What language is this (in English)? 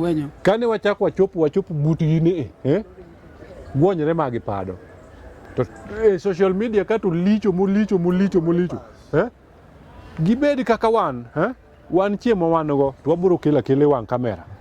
Luo (Kenya and Tanzania)